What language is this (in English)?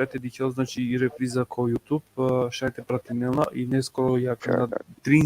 Balkan Romani